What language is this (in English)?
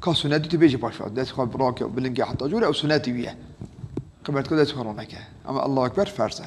Kurdish